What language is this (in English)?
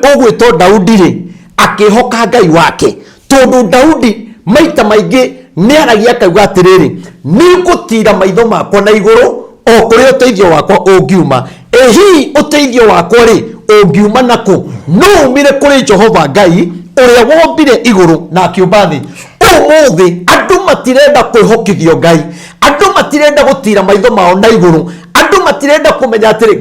Kikuyu